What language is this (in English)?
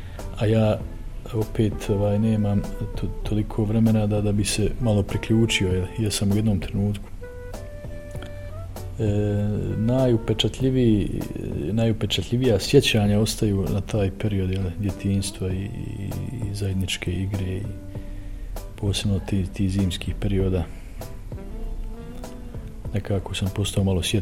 Bosnian